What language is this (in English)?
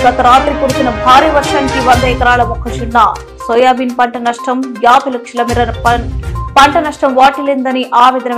Telugu